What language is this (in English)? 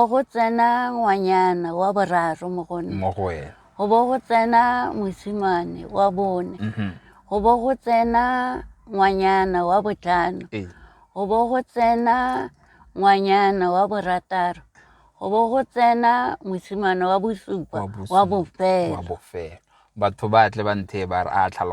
Tswana